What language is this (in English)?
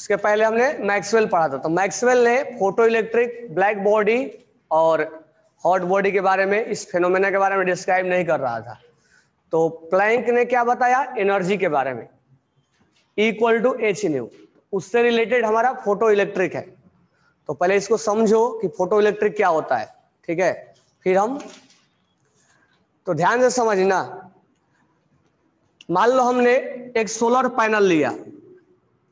Hindi